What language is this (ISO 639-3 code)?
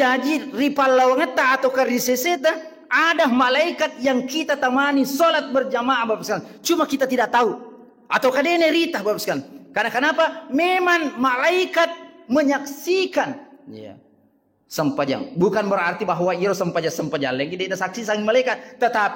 bug